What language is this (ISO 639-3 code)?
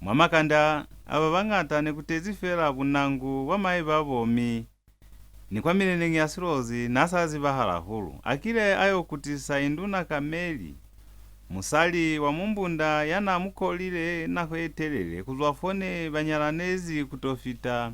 loz